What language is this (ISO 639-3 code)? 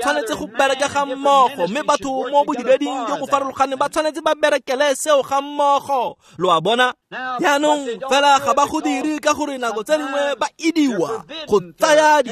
tsn